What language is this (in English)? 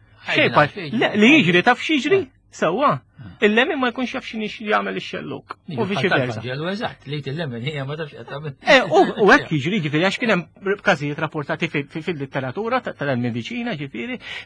Maltese